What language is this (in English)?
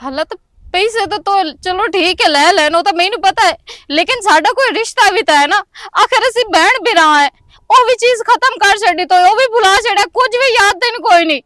Western Panjabi